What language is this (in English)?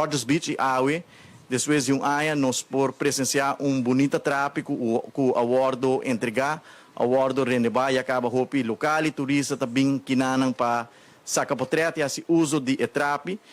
Papiamento